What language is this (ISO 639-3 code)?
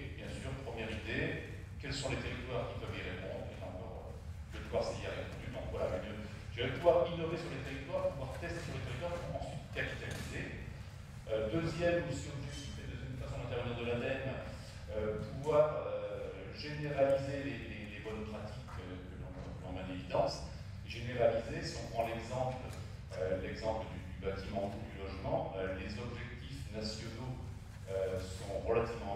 fra